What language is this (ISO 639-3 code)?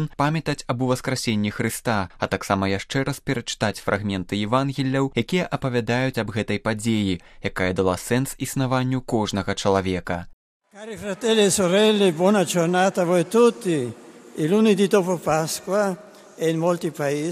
bel